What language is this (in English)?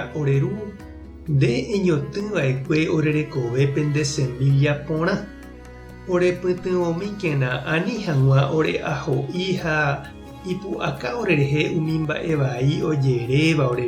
Guarani